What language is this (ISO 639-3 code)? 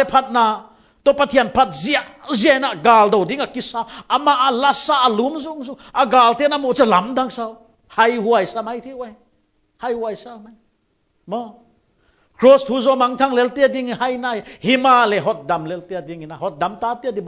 pck